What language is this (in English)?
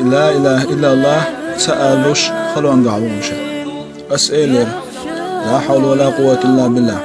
Chechen